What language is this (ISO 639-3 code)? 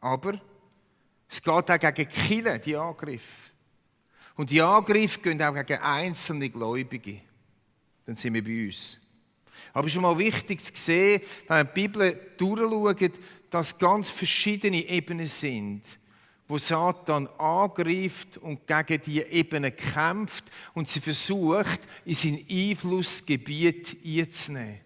gsw